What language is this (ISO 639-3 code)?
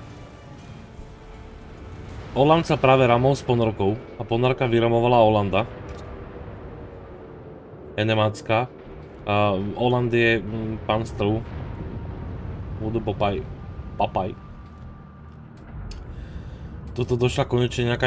slk